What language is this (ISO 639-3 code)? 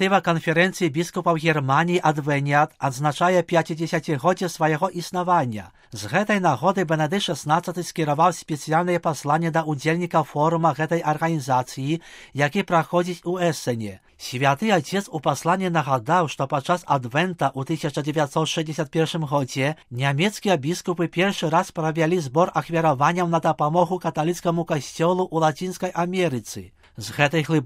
bel